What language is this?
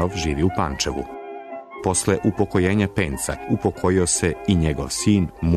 Serbian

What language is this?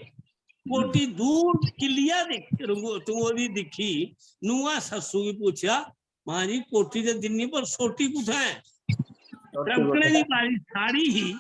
Dogri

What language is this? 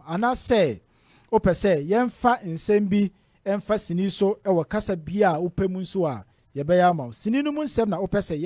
Akan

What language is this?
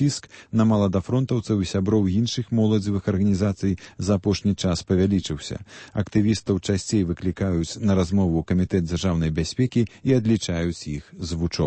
Belarusian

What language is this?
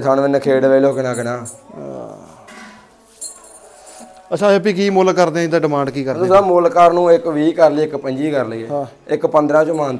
Punjabi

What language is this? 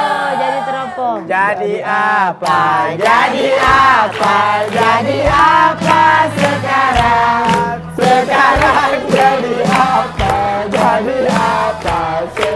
Musi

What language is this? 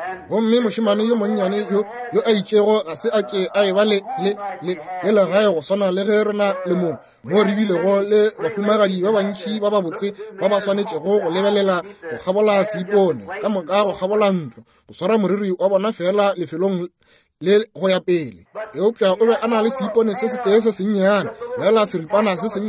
Northern Sotho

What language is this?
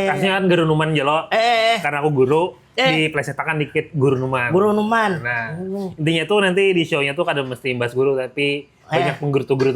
Banjar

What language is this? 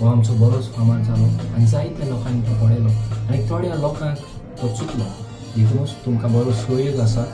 Konkani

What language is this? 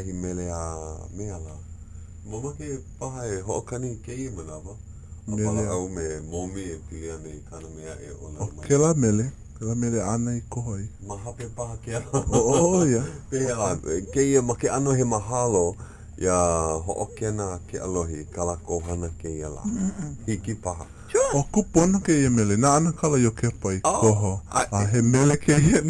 Hawaiian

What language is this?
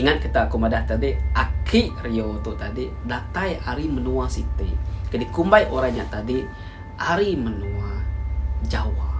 Iban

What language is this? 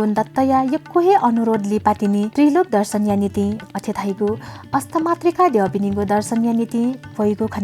Newari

